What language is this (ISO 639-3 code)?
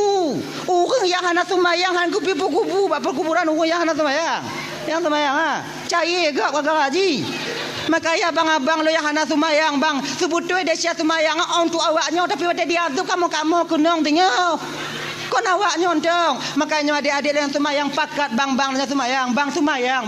ace